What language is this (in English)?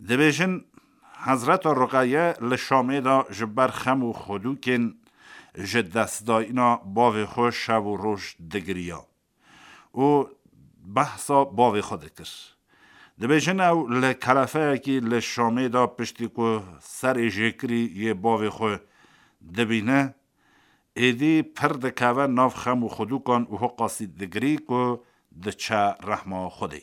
Kurdish